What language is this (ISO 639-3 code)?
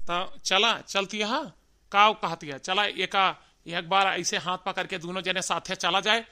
awa